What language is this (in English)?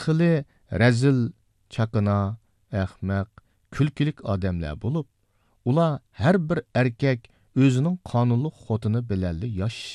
Uyghur